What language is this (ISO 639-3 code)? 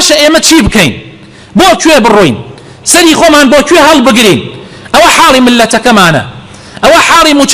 ckb